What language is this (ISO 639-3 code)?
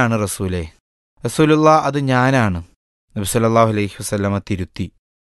mal